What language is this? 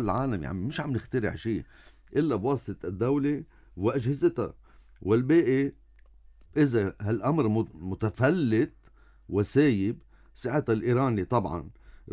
North Levantine Arabic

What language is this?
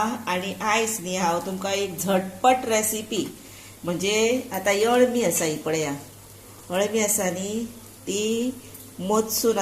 Konkani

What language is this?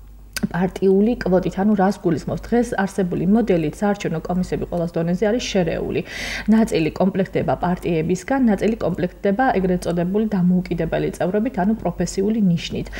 Georgian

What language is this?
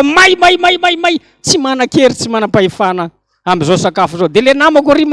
Malagasy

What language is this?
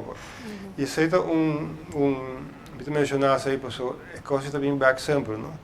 Papiamento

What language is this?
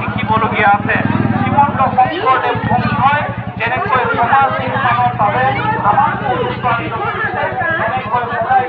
Assamese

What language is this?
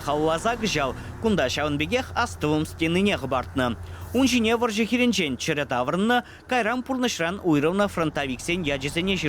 Chuvash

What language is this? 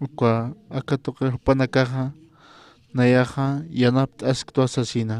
Aymara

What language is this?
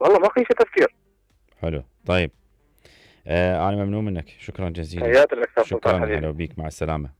Mesopotamian Arabic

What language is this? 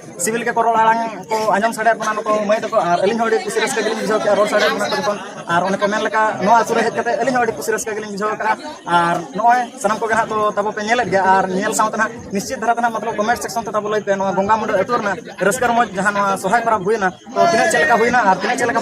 Santali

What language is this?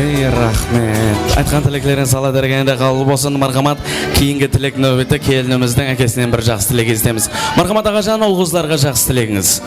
Kara-Kalpak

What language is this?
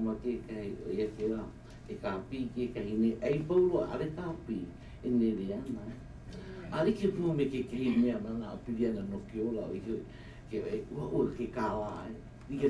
Hawaiian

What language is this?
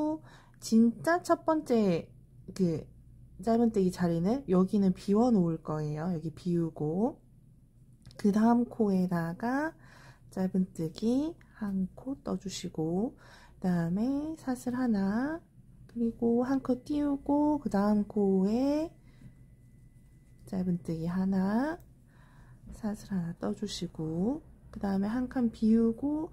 Korean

